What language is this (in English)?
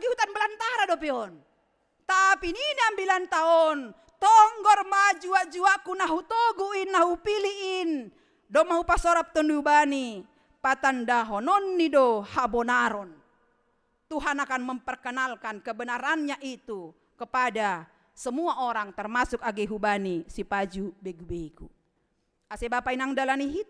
Batak Simalungun